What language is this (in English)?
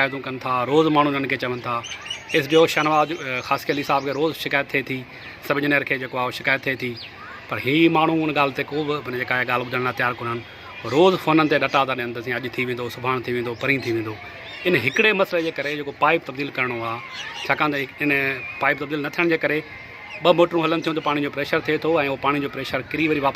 Sindhi